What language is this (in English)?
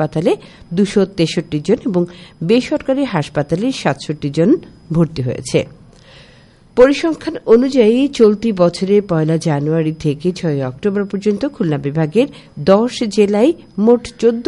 Bangla